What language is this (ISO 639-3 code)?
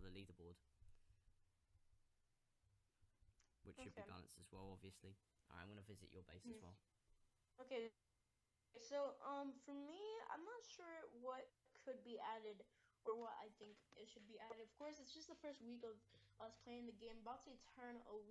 eng